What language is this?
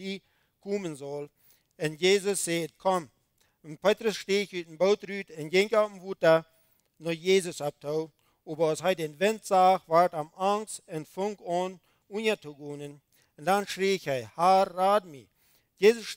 Plautdietsch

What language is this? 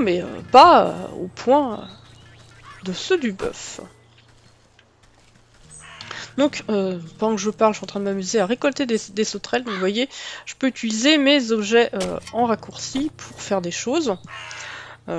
French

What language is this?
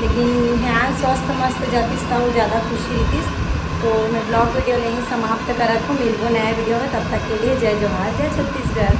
Chhattisgarhi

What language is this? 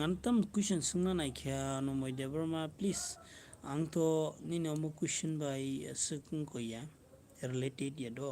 Kok Borok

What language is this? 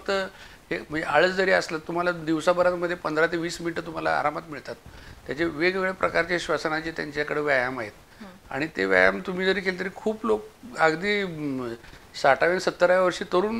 Marathi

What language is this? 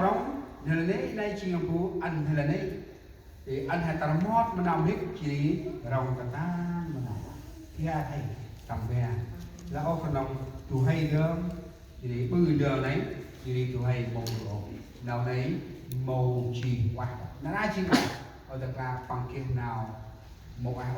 Central Mnong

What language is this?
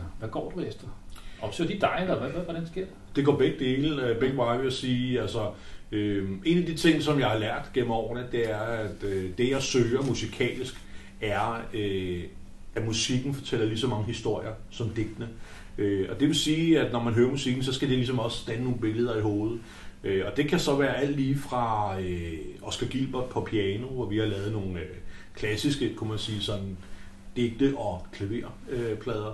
Danish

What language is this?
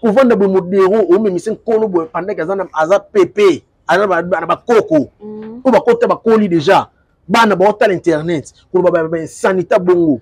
Lingala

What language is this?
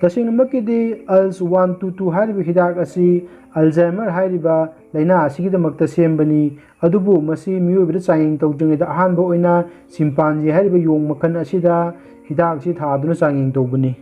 Manipuri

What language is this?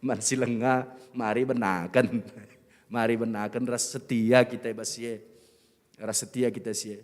Batak Karo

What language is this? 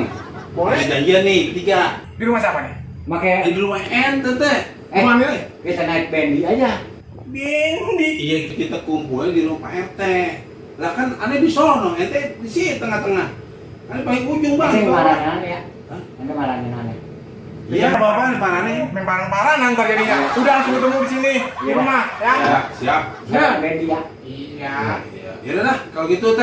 Betawi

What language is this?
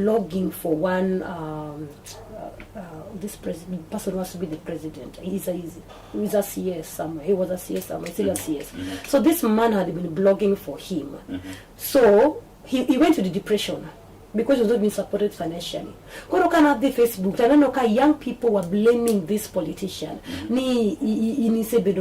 Luo (Kenya and Tanzania)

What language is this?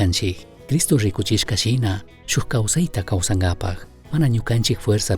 Chimborazo Highland Quichua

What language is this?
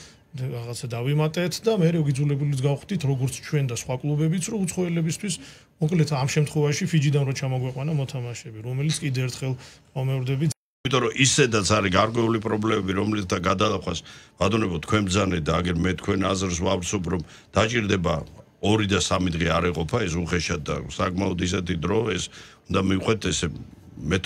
Georgian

